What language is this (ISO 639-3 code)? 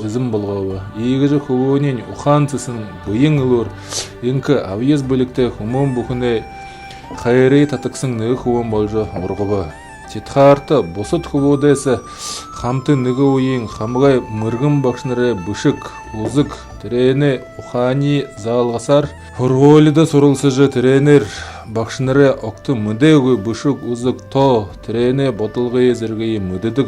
bua